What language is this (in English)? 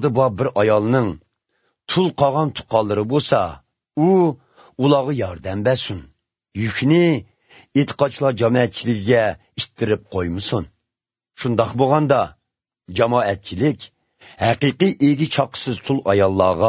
Uyghur